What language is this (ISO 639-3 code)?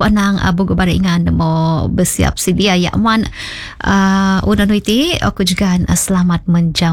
msa